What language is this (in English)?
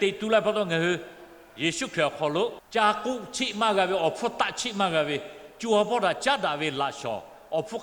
Lahu